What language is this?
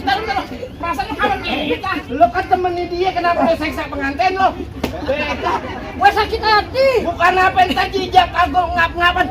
Betawi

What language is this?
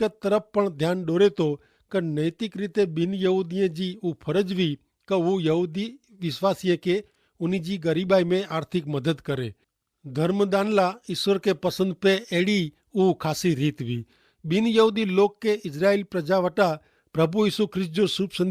Kachhi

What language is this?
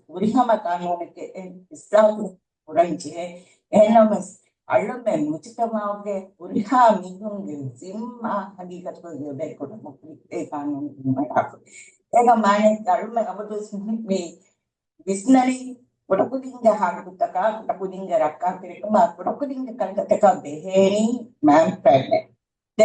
Divehi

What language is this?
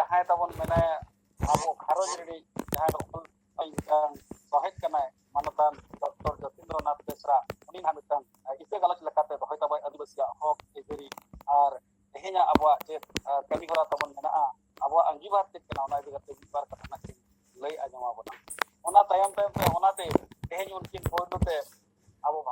Santali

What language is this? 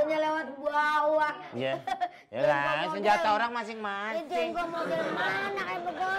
Betawi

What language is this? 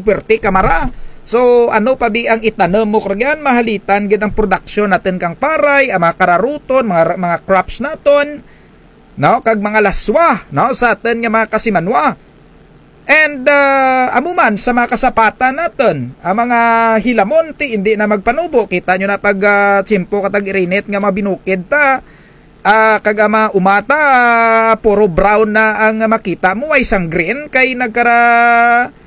Kinaray-a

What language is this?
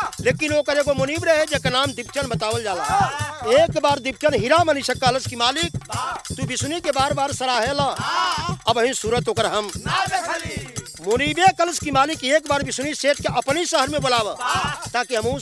Bhojpuri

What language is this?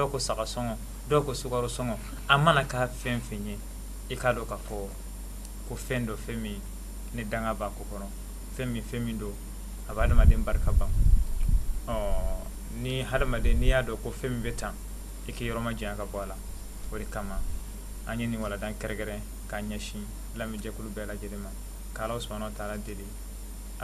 Bambara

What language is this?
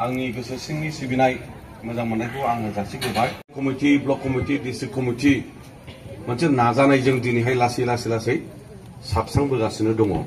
Bodo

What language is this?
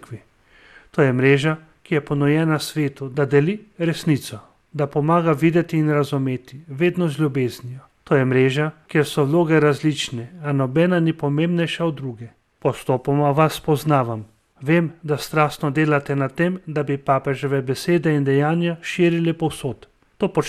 Slovenian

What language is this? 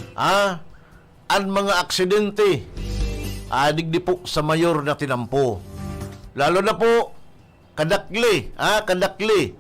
Bikol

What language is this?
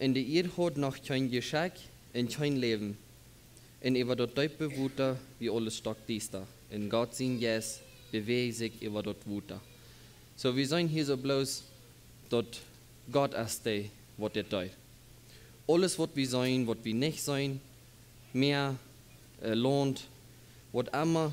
Plautdietsch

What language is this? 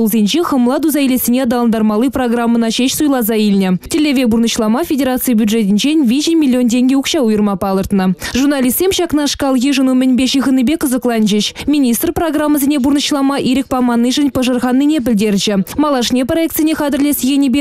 Chuvash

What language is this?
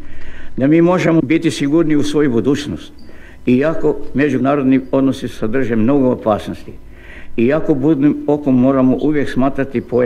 Croatian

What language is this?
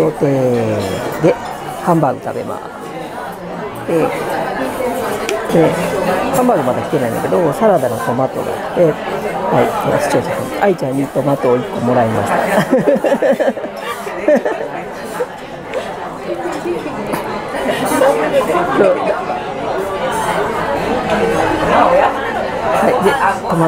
Japanese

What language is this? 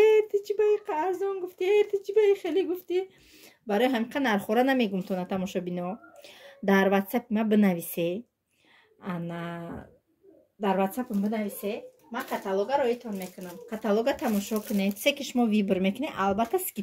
Tajik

